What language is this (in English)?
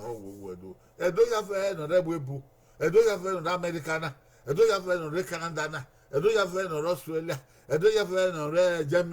Bini